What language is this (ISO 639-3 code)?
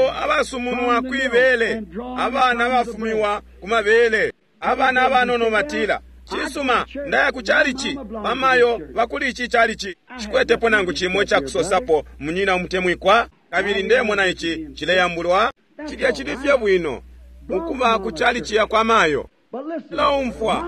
bem